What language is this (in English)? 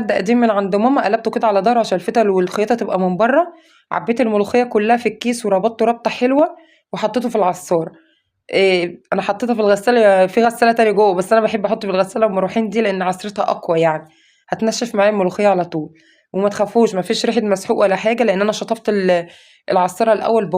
Egyptian Arabic